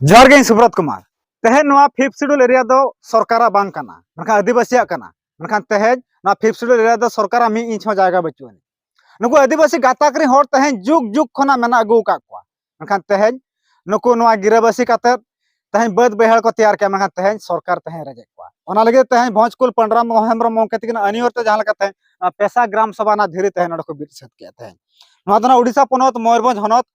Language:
Santali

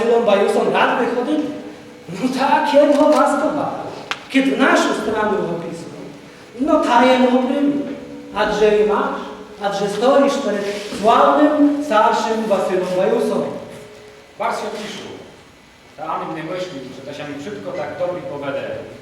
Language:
Rusyn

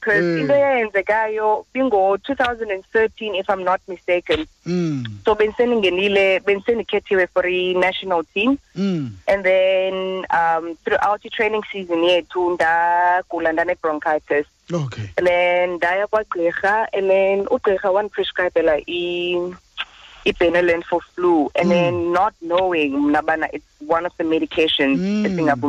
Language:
Xhosa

